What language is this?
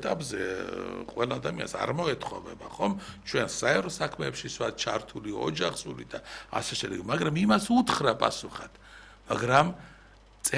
Georgian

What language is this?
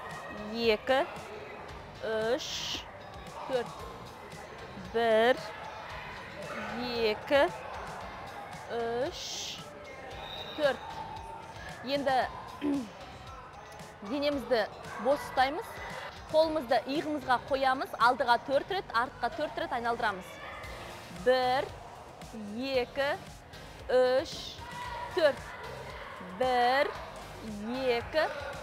Kazakh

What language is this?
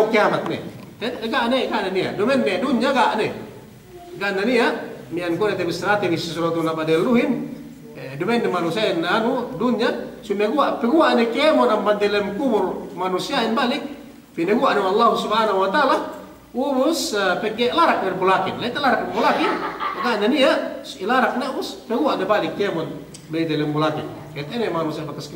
Yakan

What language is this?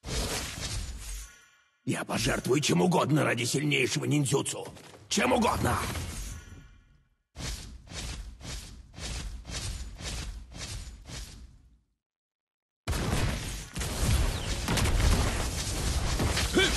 Russian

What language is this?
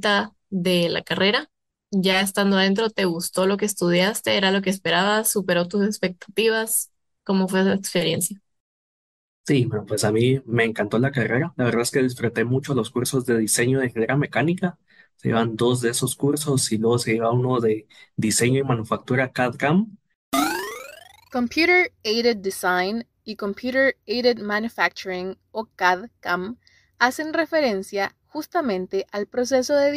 Spanish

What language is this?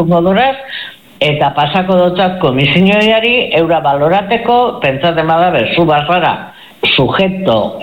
Basque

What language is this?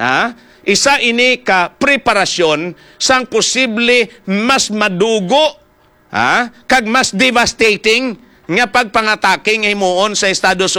Hiligaynon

